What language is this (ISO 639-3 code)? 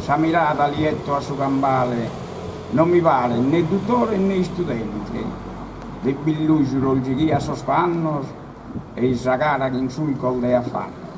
srd